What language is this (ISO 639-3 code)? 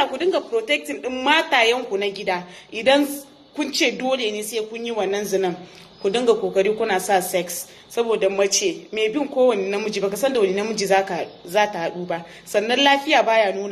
hau